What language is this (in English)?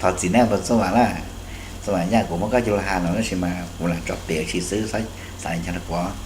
Hmong